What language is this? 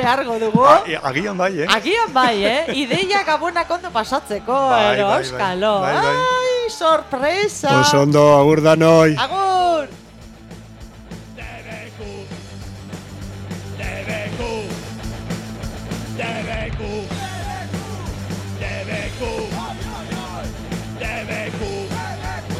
Basque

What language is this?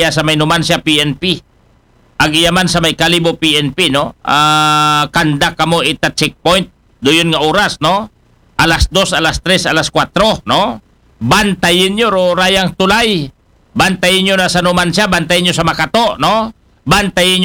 Aklanon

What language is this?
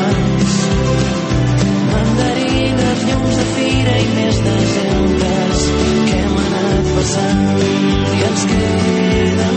Catalan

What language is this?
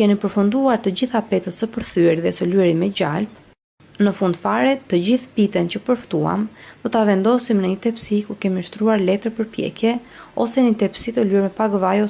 Albanian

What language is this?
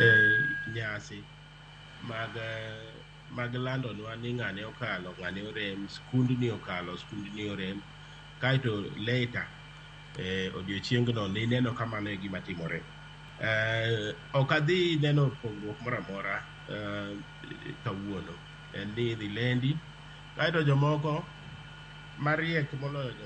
Luo (Kenya and Tanzania)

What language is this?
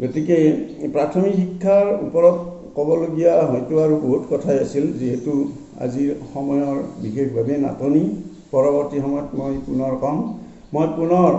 Assamese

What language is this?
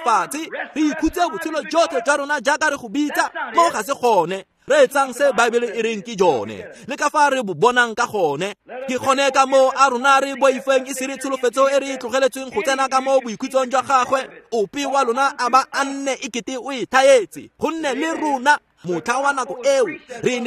Tswana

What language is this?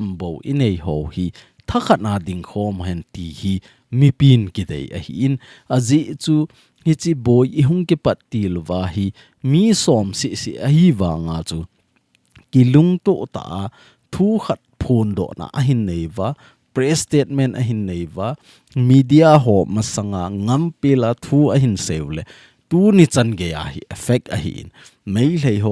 Thado Chin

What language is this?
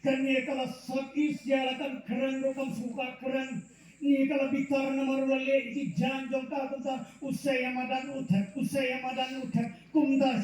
Khasi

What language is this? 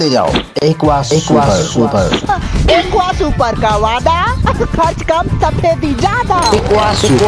Chhattisgarhi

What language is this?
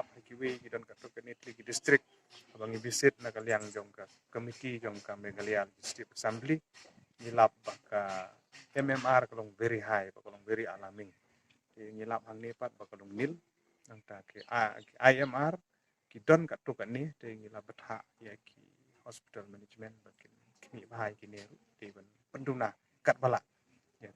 Khasi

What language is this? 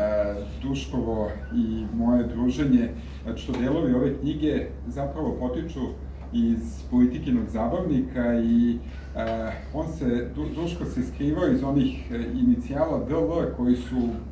Serbian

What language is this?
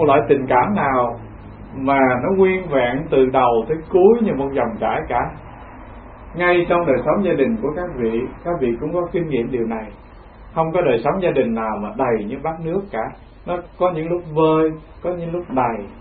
Vietnamese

